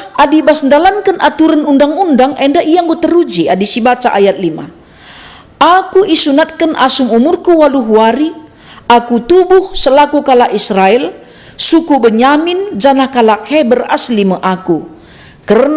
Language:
Batak Karo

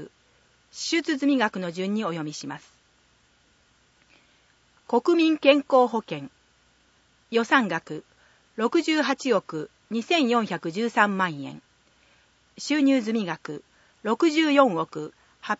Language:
Japanese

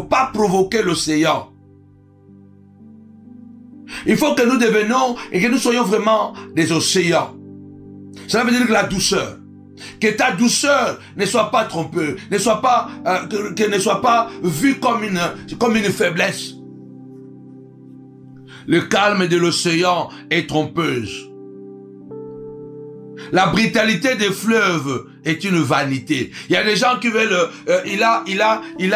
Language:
French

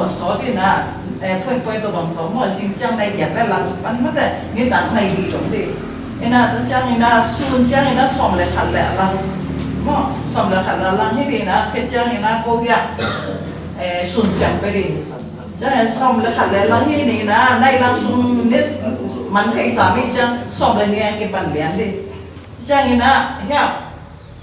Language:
Tedim Chin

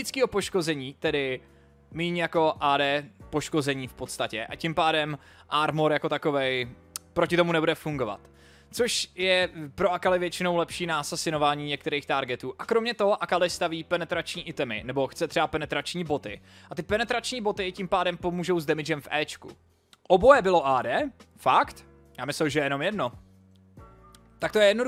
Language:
Czech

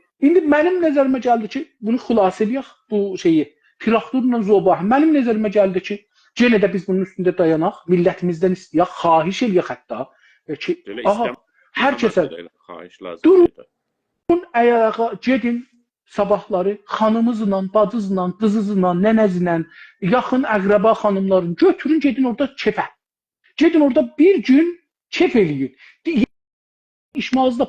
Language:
South Azerbaijani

